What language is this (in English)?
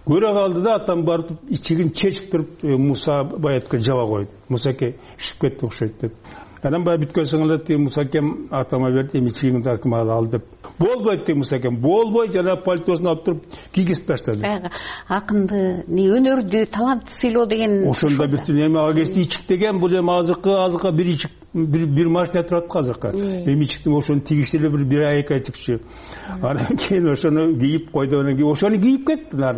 Kyrgyz